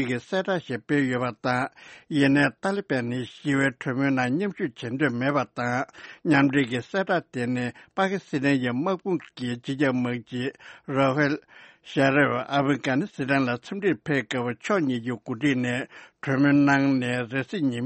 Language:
Tibetan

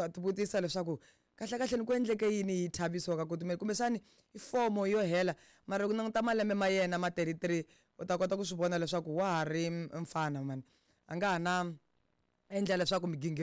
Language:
Tsonga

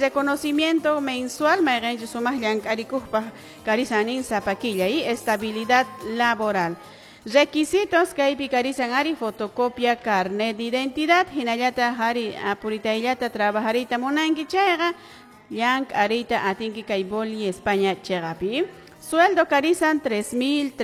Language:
Quechua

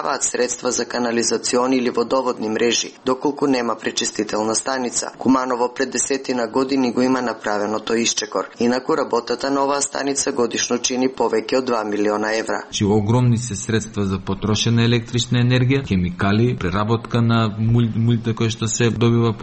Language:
Macedonian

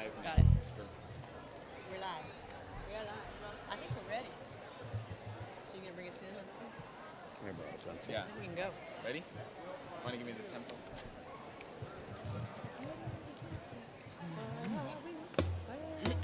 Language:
English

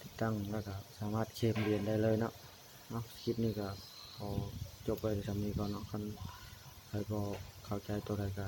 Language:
Lao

